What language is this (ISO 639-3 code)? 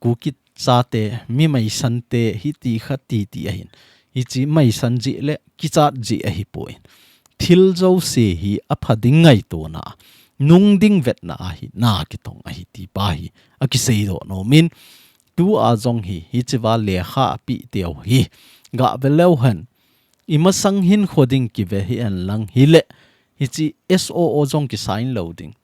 tcz